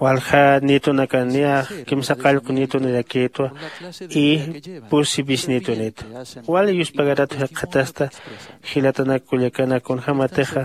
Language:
Aymara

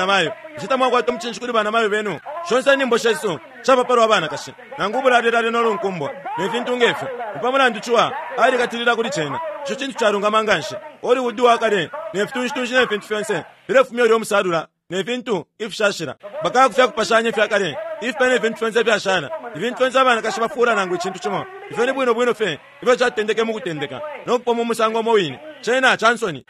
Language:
Bemba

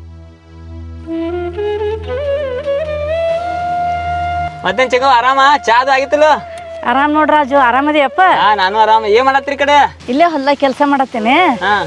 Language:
Kannada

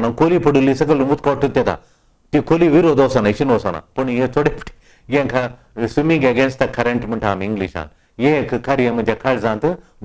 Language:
Konkani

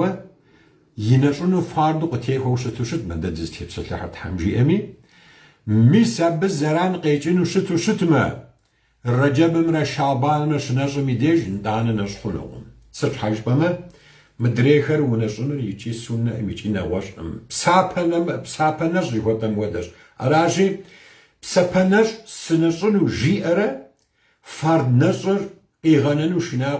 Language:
Kabardian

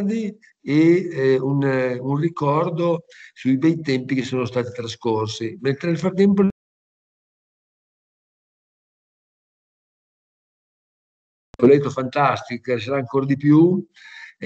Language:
Italian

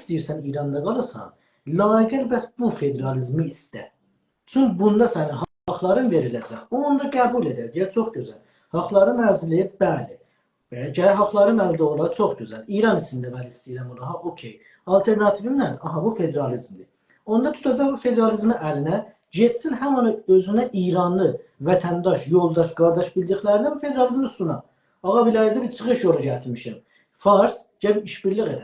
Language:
South Azerbaijani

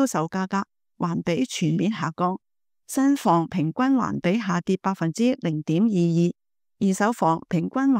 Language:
Cantonese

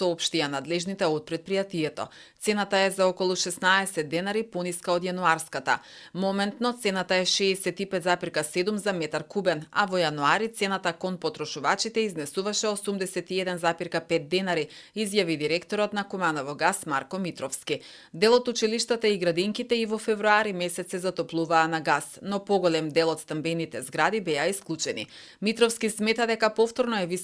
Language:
Macedonian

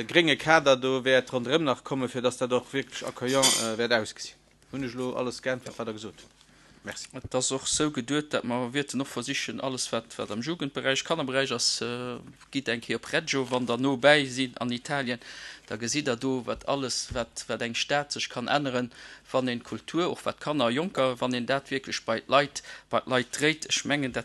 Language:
Luxembourgish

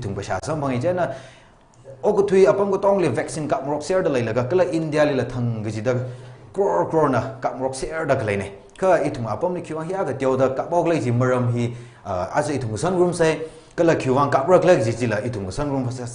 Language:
Tangkhul Naga (India)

